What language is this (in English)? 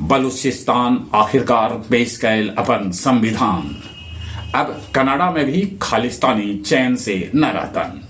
Magahi